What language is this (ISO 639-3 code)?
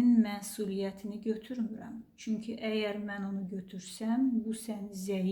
aze